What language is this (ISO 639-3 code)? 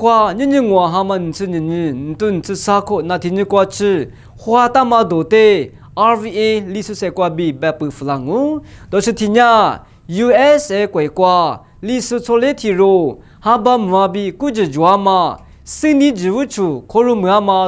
lis